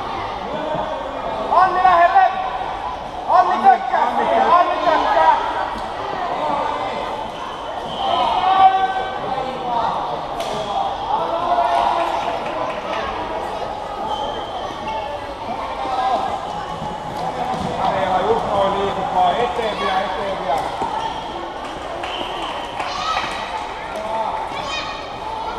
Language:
Finnish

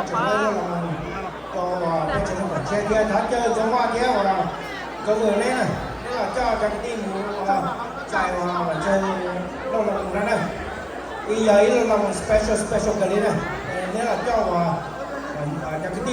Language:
Hmong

